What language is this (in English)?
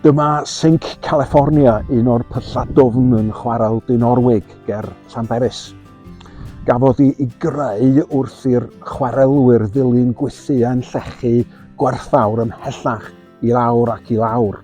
Welsh